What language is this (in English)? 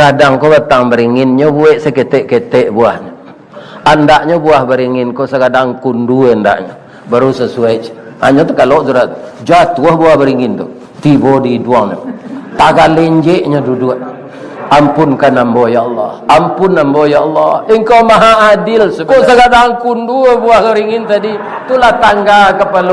Minangkabau